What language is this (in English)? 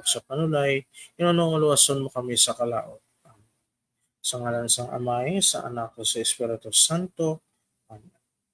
Hiligaynon